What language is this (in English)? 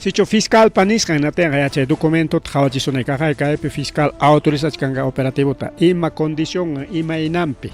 Ayacucho Quechua